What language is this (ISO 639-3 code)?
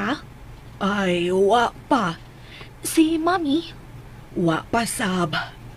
ceb